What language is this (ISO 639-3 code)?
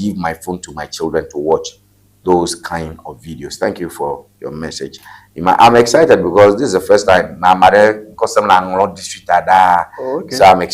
ewe